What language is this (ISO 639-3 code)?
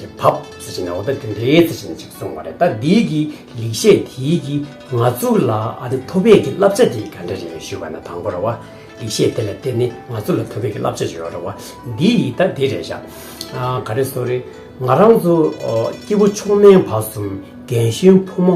bod